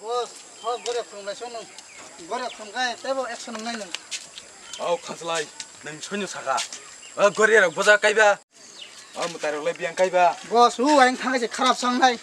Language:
Kok Borok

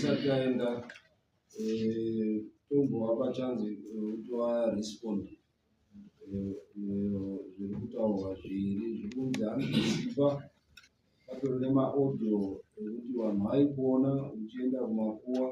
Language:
Shona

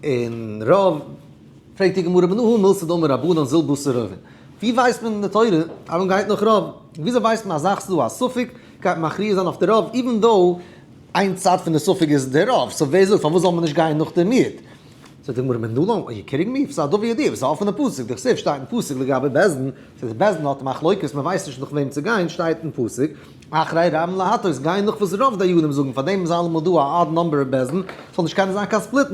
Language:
Yiddish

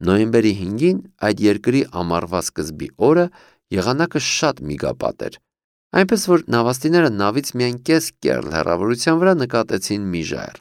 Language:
Armenian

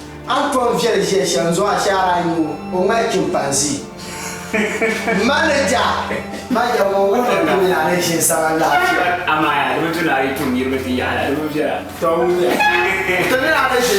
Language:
Dagbani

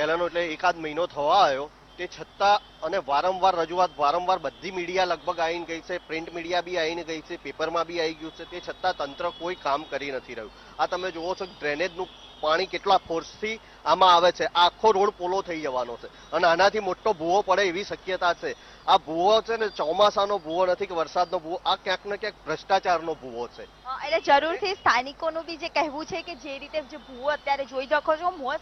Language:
Gujarati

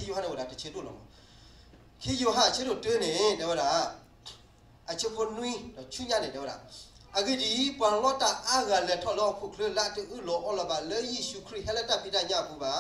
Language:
S'gaw Karen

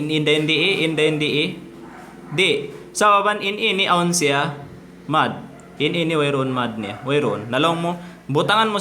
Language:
Tausug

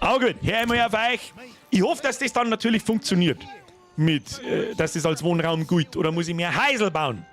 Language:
Bavarian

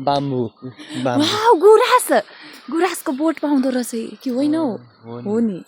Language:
Nepali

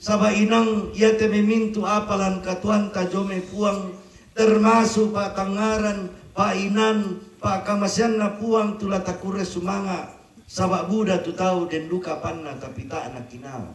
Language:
Toraja-Sa'dan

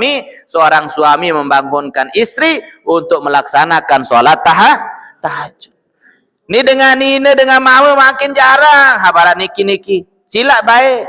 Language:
Sasak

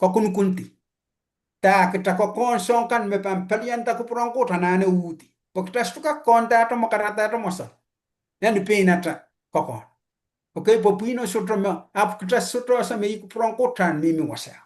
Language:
Pohnpeian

